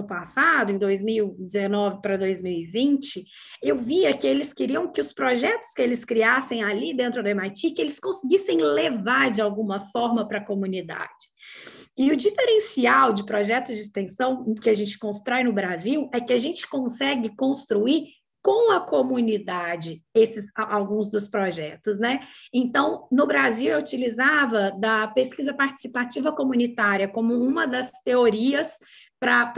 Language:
Portuguese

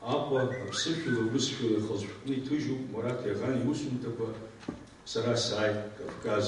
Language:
Abkhazian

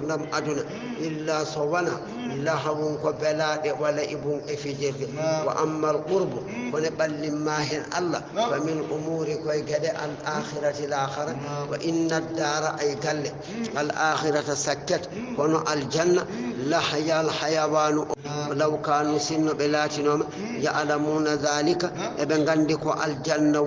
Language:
Fula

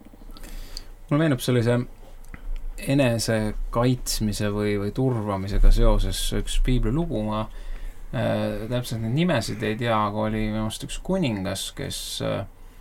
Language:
Estonian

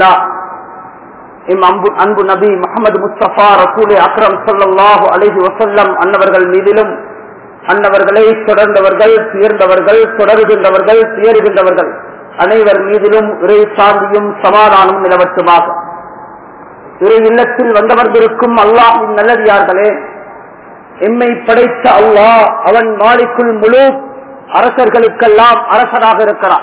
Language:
Tamil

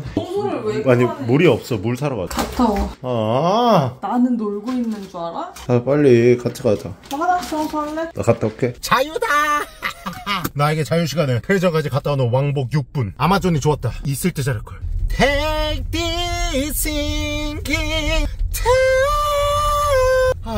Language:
Korean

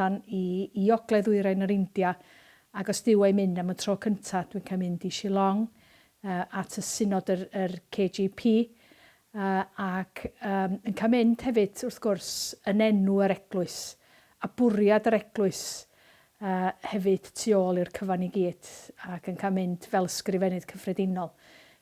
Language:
Welsh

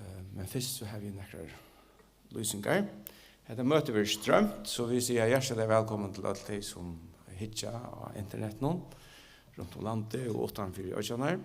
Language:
Faroese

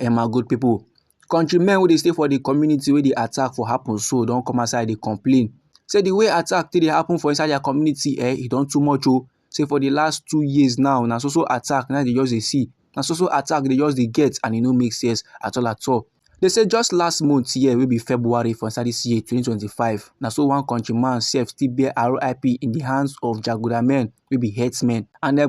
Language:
Nigerian Pidgin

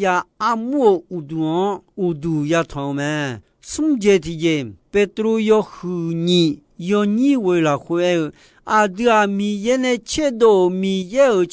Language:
Akha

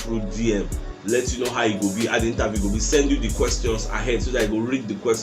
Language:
Nigerian Pidgin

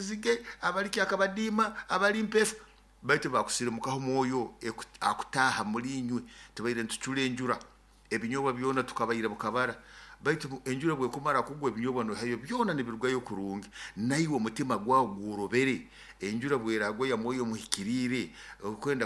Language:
Nyoro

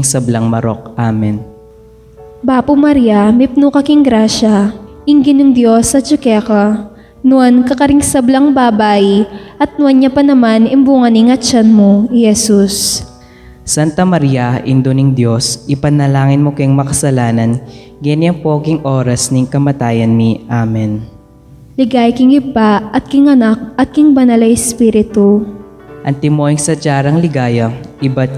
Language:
Pampanga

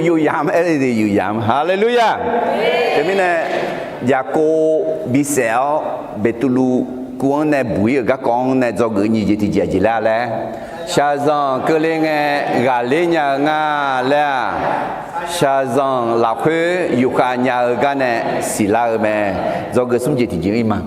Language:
Akha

